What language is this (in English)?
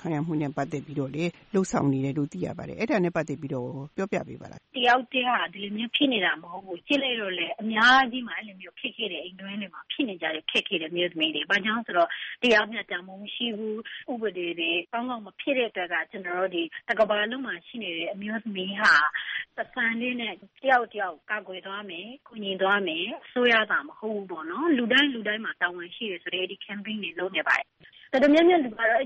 Burmese